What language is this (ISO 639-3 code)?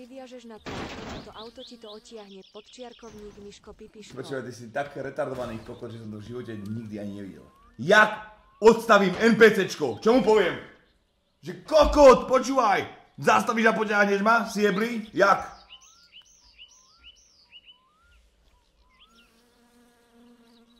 slk